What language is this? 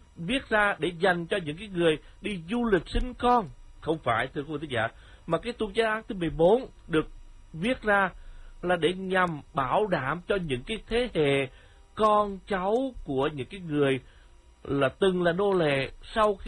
Vietnamese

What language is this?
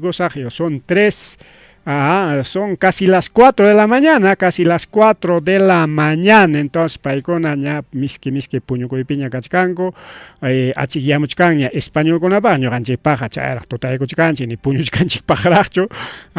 Ayacucho Quechua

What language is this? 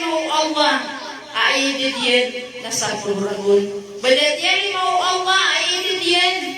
Maranao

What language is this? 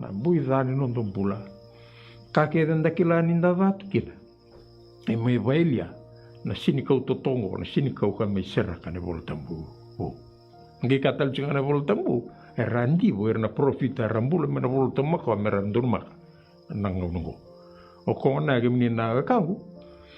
Fijian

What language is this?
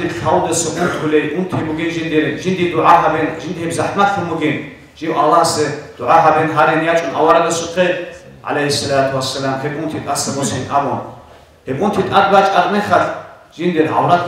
Avaric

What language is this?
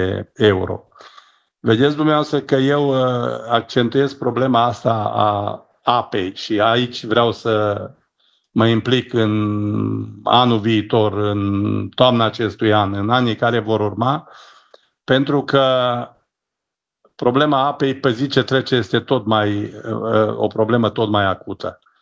Romanian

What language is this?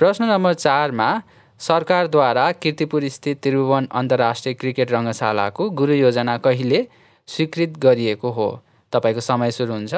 Nepali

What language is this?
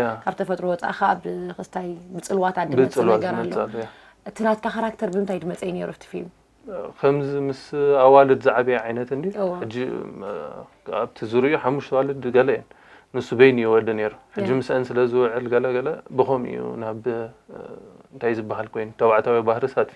Tigrinya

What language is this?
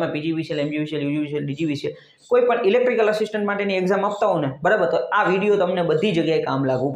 Gujarati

